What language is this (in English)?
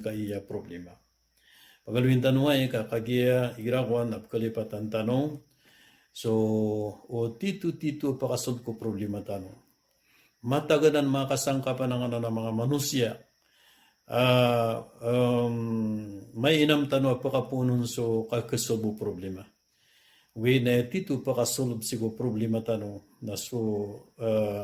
Maranao